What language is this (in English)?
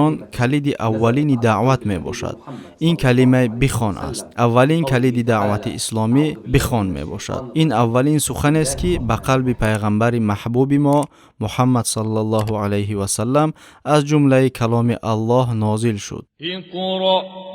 Tajik